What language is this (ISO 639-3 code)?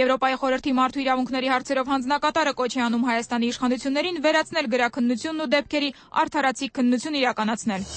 hye